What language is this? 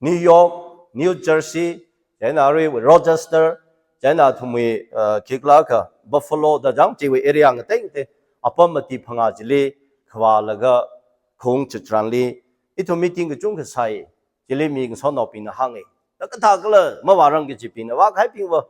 Tangkhul Naga (India)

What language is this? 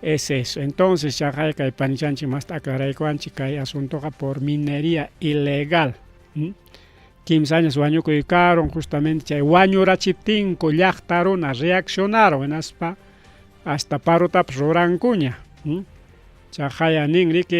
Ayacucho Quechua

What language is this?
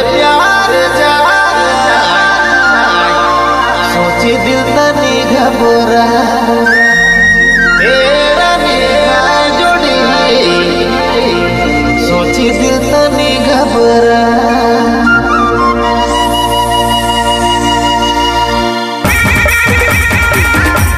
Sadri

